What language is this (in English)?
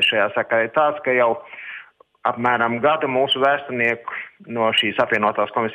Latvian